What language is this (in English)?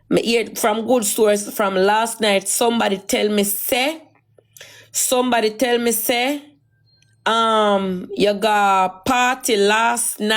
Jamaican Creole English